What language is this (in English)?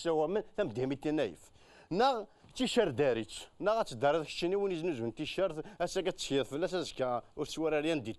Kabyle